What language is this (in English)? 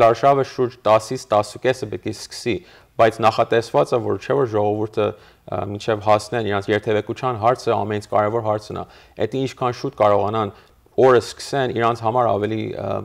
Armenian